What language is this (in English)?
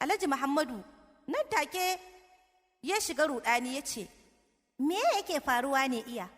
Hausa